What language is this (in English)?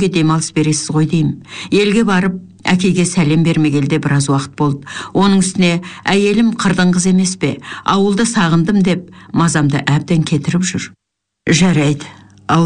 Kazakh